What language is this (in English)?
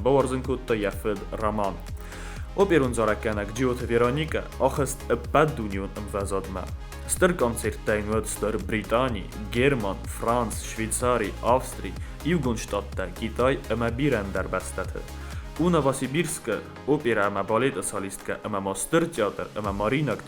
Ossetic